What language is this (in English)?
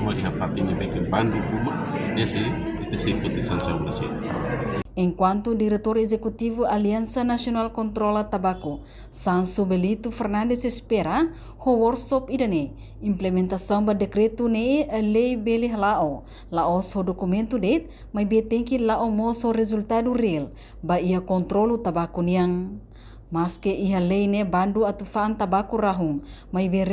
Tetum